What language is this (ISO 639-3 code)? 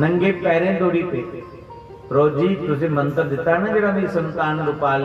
doi